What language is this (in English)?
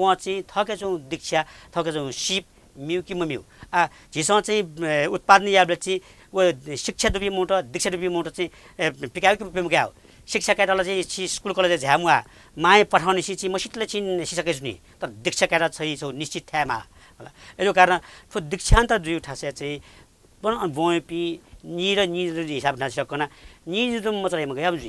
Newari